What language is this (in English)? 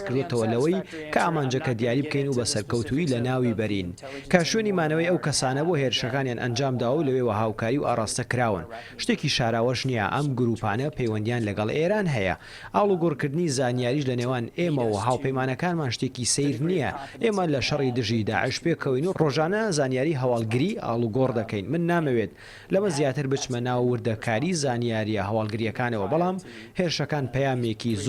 Central Kurdish